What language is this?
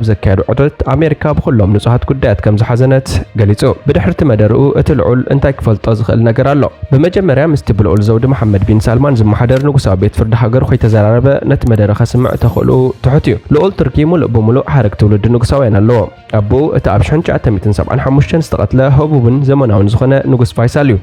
Tigrinya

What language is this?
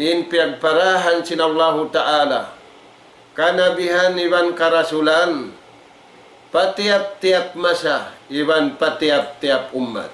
Tausug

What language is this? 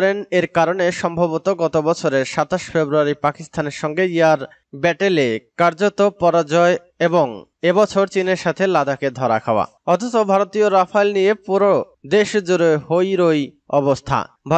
Bangla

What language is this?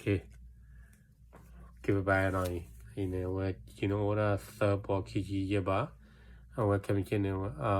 S'gaw Karen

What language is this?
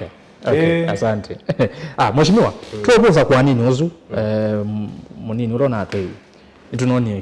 Kamba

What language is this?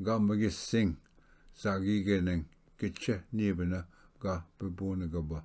Ojibwa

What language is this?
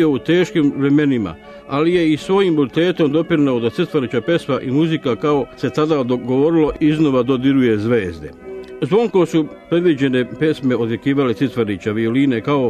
Serbian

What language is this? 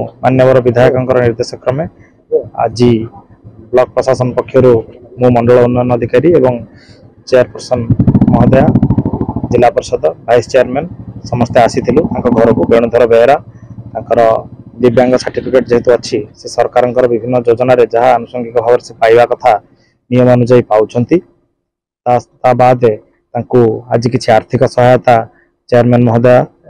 Odia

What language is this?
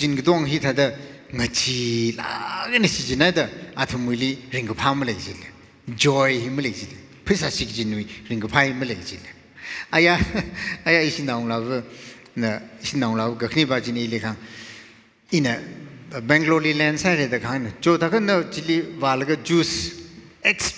Tangkhul Naga (India)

